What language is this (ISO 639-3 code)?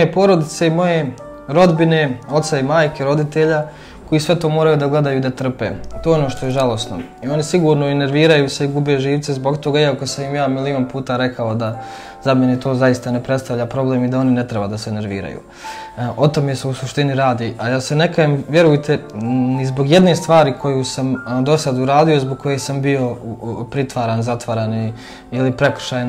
srp